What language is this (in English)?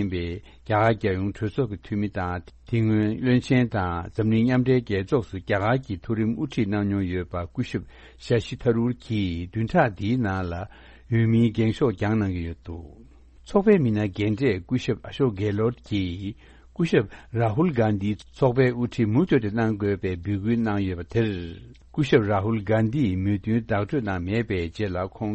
Tibetan